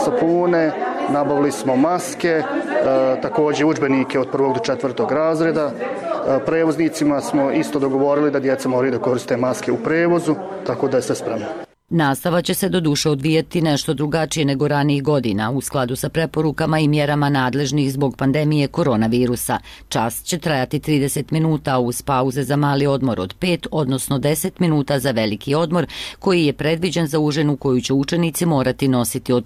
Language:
Bosnian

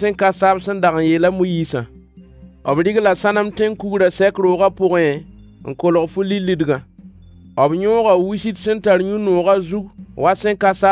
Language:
Mossi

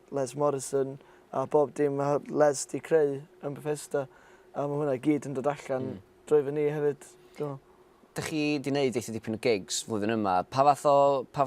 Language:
Welsh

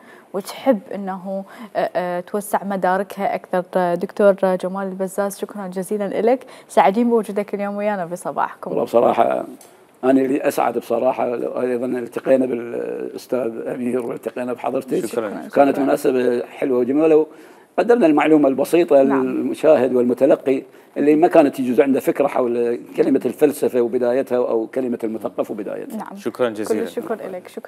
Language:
Mesopotamian Arabic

